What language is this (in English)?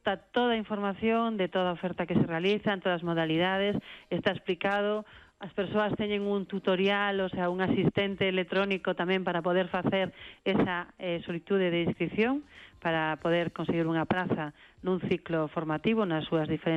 Galician